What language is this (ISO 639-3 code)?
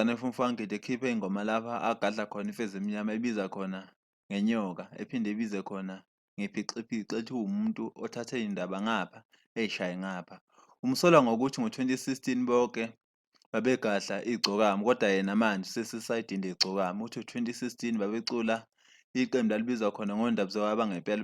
zul